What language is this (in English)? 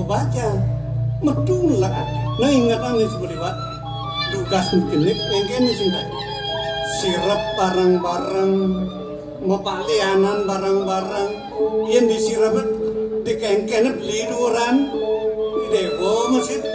Balinese